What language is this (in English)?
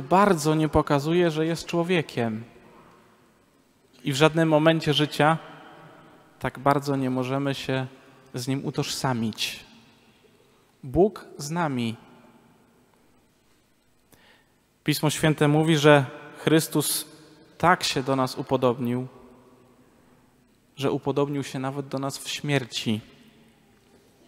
Polish